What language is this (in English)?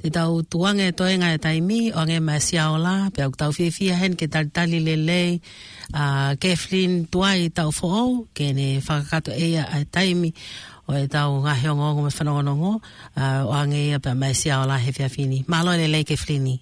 Tongan